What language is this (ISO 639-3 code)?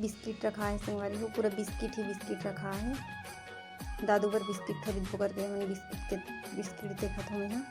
hne